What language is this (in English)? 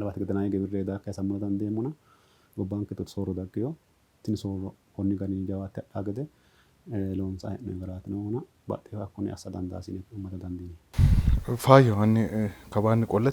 Sidamo